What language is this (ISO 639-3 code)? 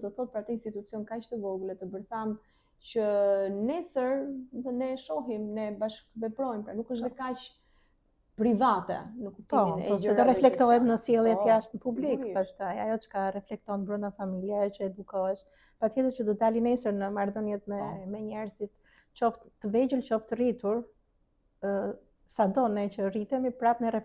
sqi